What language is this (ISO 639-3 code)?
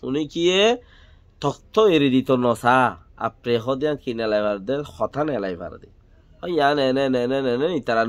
rhg